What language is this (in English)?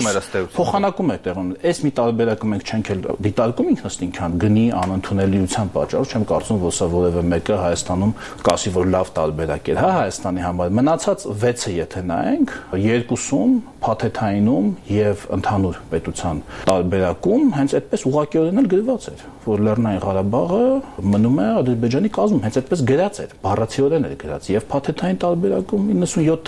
Armenian